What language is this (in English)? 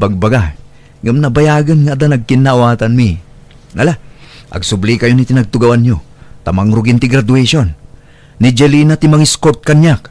Iloko